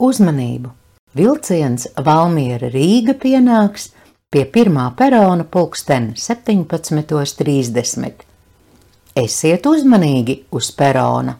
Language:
Latvian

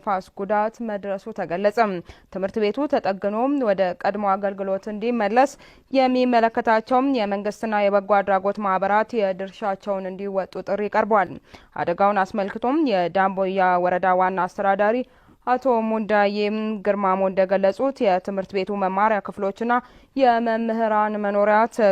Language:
Amharic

